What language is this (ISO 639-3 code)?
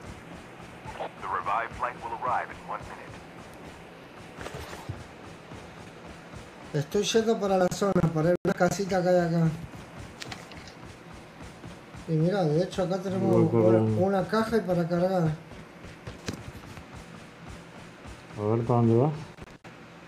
spa